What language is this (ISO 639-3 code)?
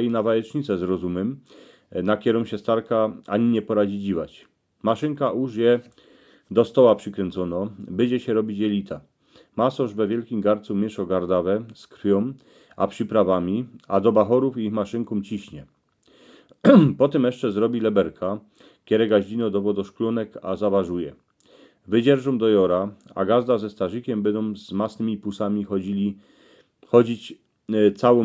szl